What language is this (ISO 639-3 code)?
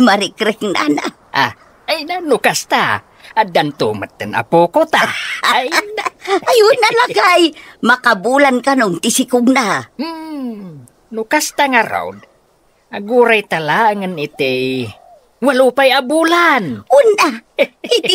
ilo